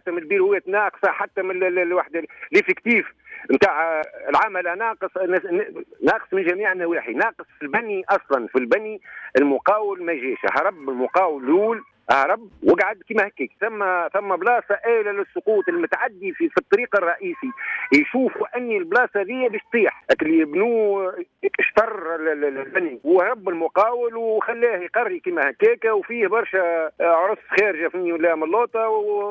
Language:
Tunisian Arabic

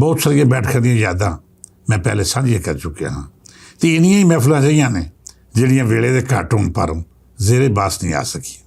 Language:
Western Panjabi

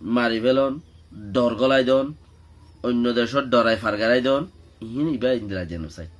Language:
Rohingya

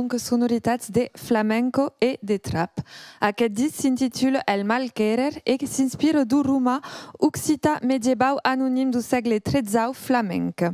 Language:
Occitan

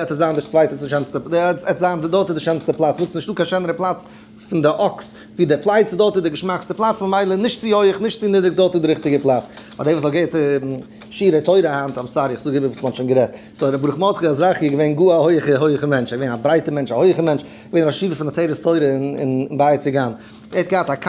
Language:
Yiddish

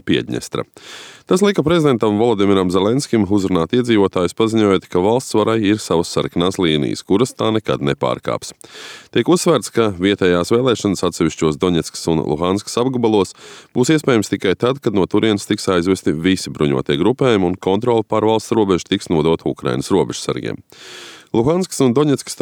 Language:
Latvian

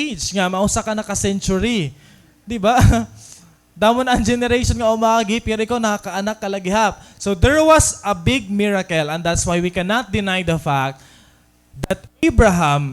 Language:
Waray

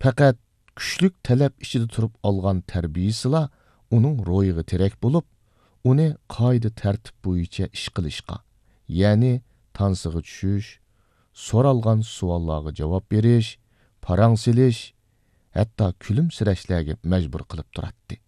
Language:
Uyghur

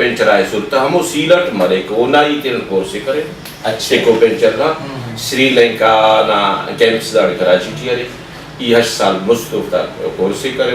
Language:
Brahui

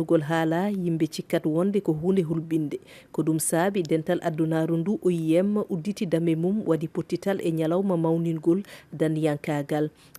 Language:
Fula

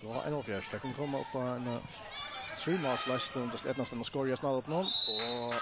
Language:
Faroese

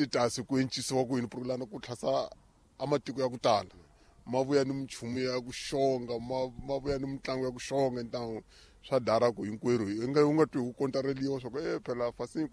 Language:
Tsonga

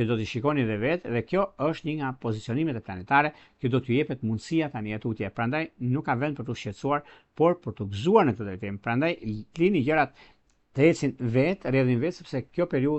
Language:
Albanian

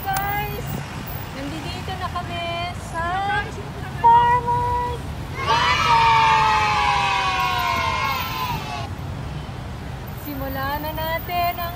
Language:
Filipino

